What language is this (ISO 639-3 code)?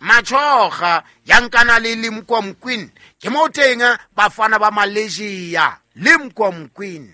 sot